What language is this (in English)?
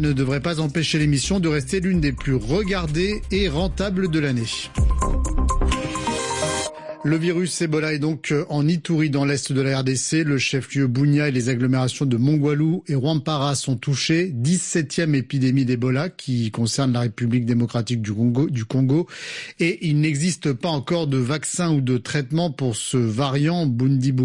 French